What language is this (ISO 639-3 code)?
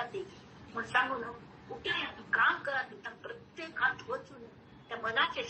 kok